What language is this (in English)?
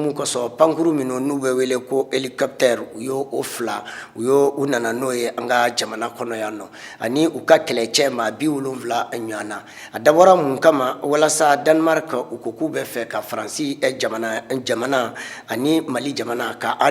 Bambara